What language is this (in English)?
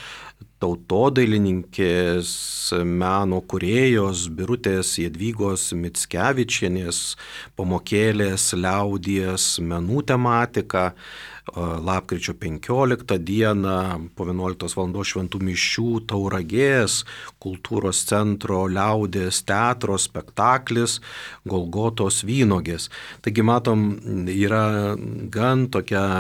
Lithuanian